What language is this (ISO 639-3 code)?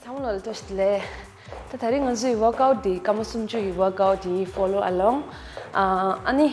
bod